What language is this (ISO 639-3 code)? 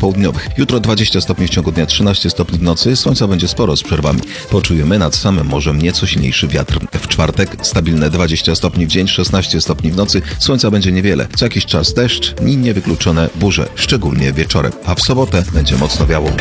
pol